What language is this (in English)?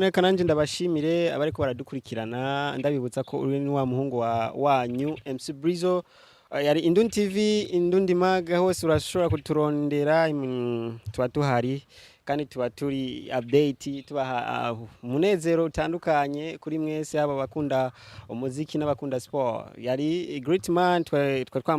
Rundi